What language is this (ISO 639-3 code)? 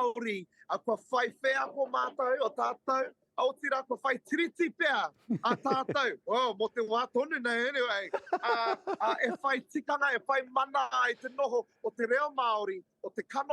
mri